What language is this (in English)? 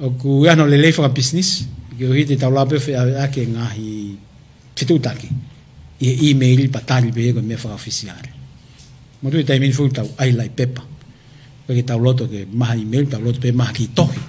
Tongan